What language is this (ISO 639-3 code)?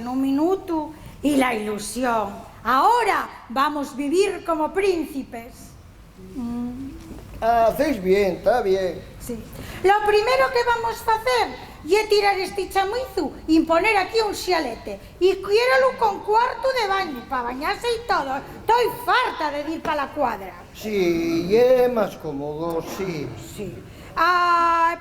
ast